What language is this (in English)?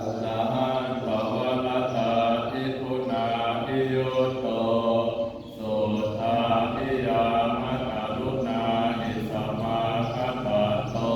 Pali